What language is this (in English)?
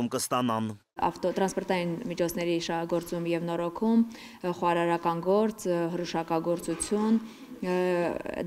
Armenian